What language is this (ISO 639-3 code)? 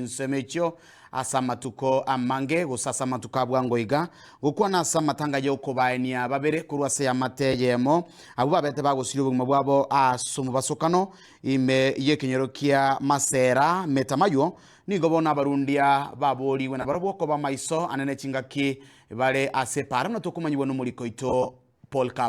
guz